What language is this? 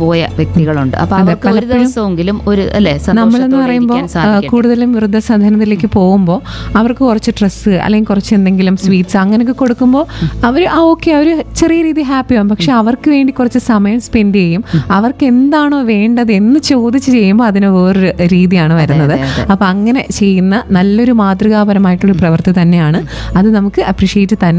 Malayalam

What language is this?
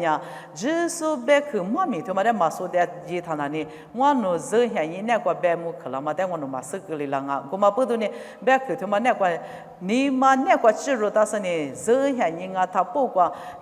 Lisu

